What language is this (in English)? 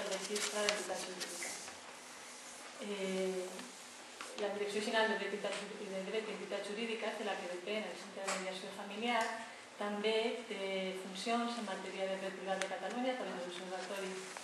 Catalan